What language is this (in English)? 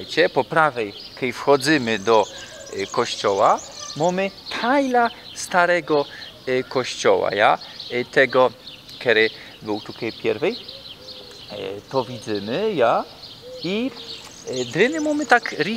Silesian